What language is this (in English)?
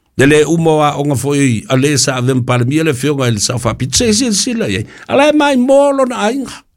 Samoan